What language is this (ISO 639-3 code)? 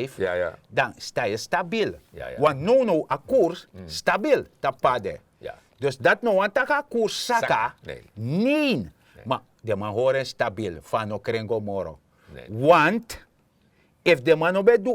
srn